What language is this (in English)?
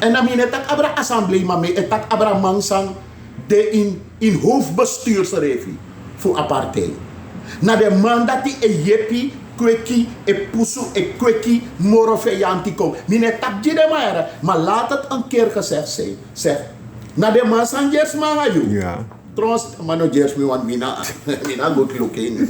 Sranan Tongo